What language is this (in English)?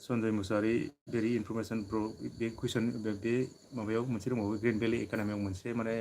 Bodo